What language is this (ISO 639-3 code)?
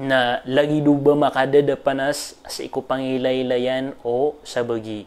mrw